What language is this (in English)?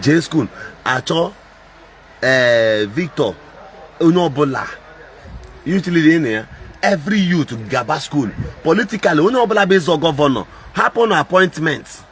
Igbo